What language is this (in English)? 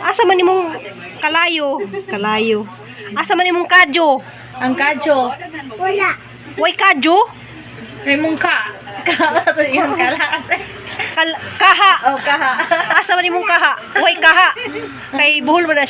Cebuano